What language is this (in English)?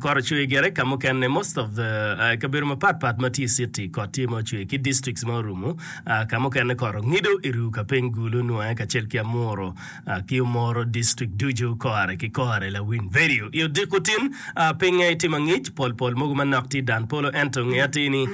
Acoli